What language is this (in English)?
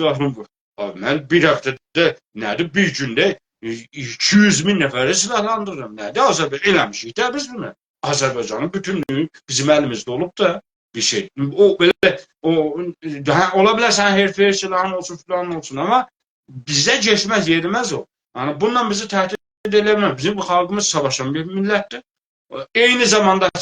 South Azerbaijani